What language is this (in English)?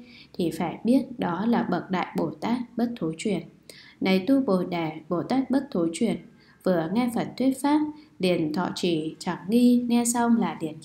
Vietnamese